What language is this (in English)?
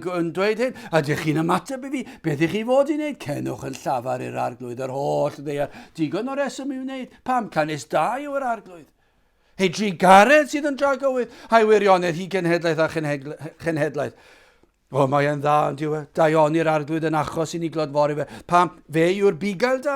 Welsh